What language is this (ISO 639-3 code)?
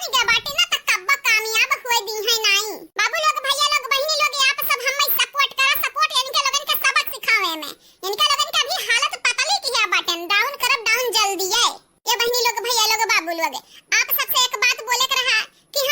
awa